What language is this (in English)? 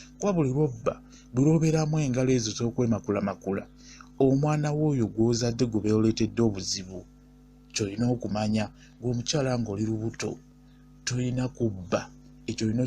Ganda